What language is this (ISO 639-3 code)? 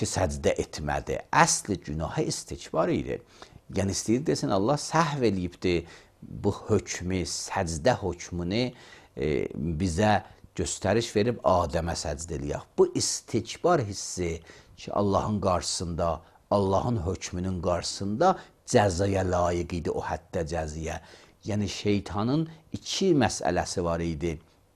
aze